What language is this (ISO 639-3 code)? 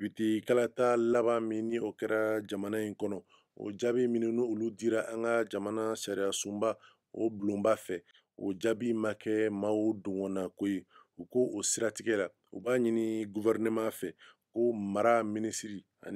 bam